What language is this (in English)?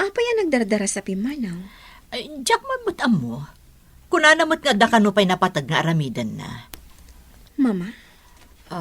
Iloko